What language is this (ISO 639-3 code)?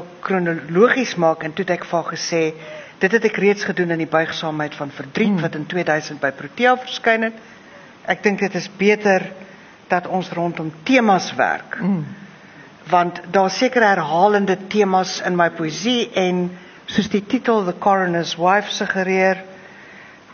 afr